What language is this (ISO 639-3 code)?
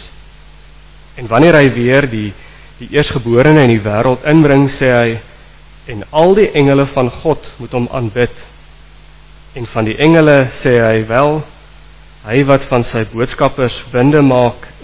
afr